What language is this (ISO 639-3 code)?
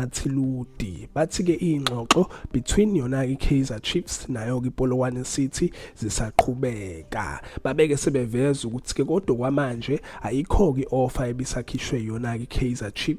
zul